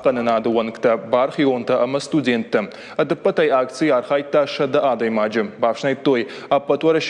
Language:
Ossetic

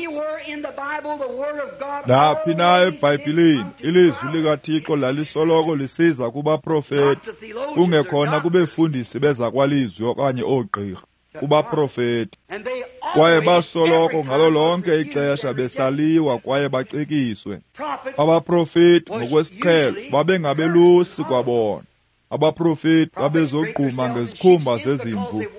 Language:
Xhosa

